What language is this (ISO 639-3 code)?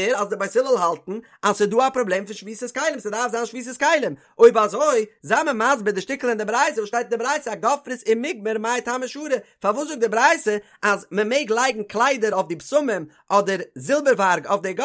yid